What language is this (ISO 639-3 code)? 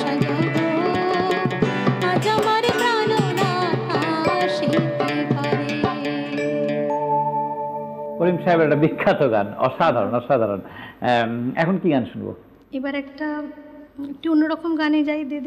ben